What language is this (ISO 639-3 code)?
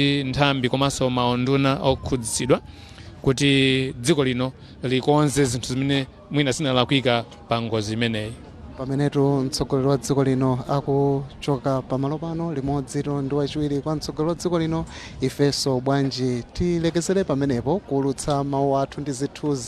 nya